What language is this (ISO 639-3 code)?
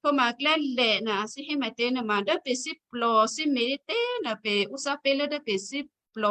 kyu